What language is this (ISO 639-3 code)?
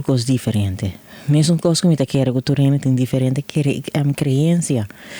pap